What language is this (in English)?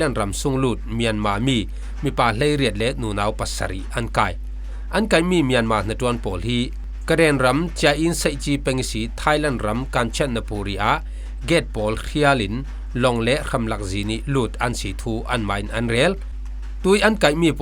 Falam Chin